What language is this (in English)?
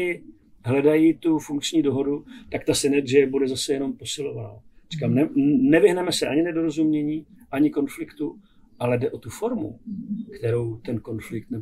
Czech